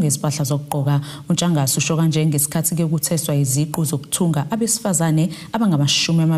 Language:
Zulu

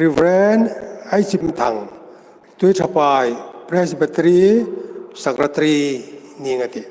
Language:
Hmar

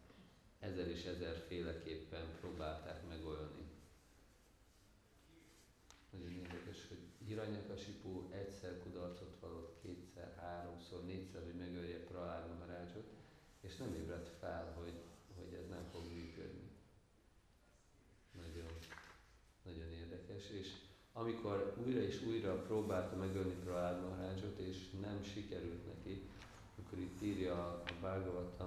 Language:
Hungarian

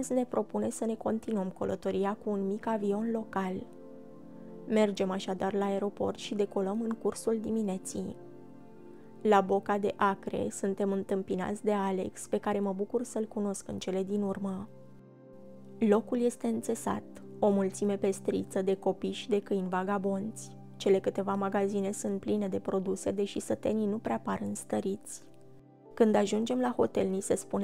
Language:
Romanian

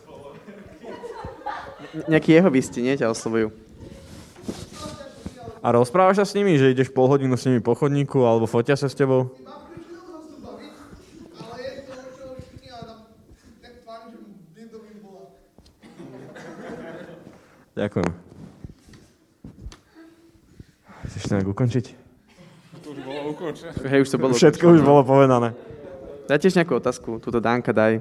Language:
Slovak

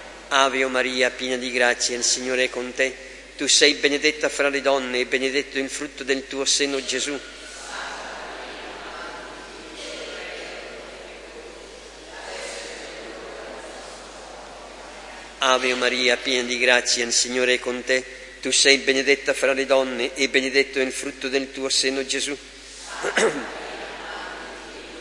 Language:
Italian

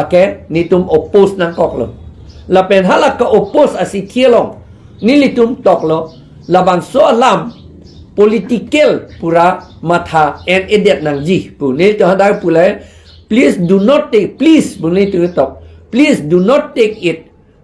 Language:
Karbi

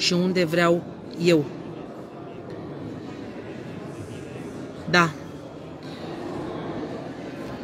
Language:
Romanian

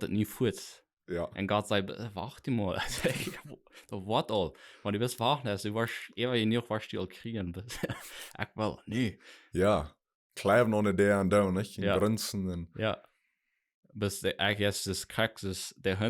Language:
Plautdietsch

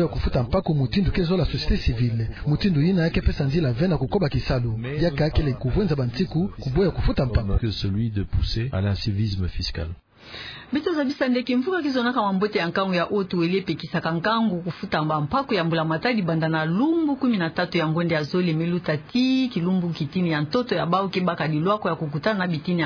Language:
Kituba (Democratic Republic of Congo)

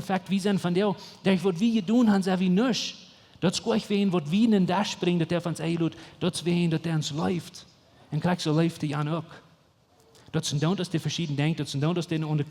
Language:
Plautdietsch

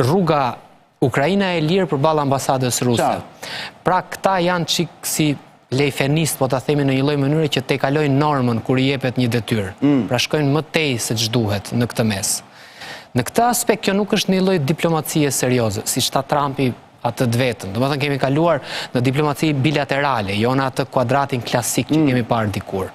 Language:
Albanian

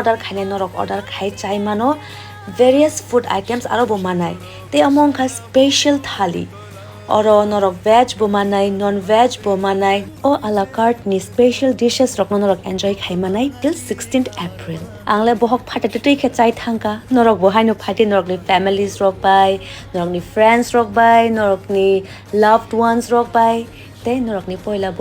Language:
Kok Borok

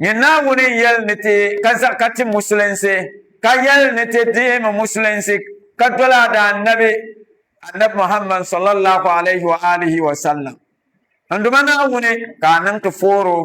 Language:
Dagbani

